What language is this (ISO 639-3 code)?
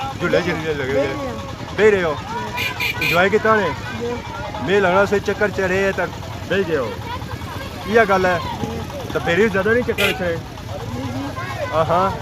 phr